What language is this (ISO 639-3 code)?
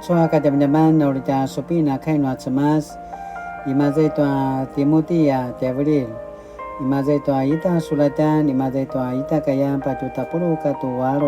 pwn